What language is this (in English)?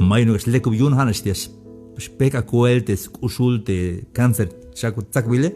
Tzeltal